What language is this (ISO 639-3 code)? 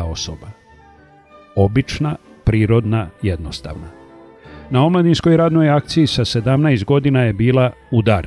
srp